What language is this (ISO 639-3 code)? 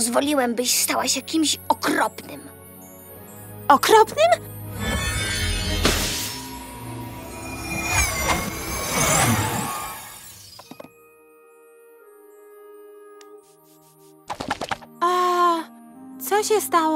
pol